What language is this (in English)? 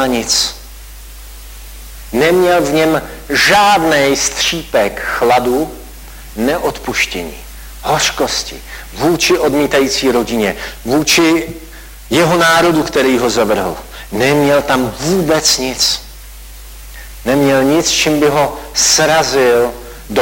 Czech